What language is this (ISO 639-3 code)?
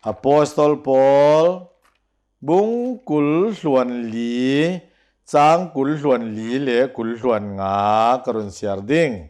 cnh